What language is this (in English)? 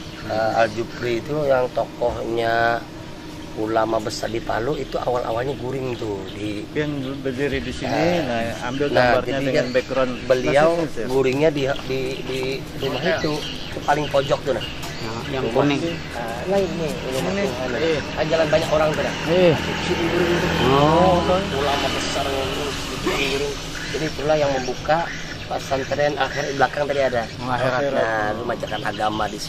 Banjar